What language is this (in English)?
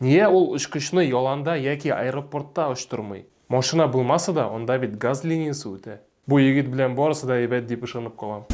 Tatar